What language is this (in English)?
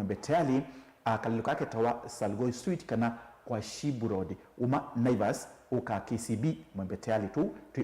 Kamba